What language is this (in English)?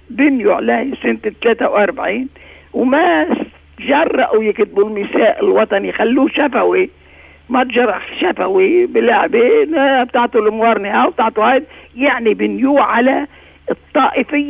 North Levantine Arabic